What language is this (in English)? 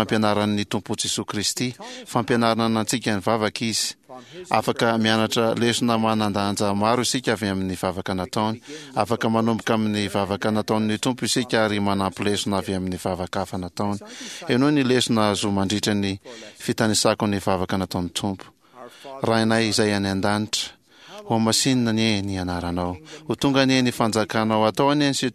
Malagasy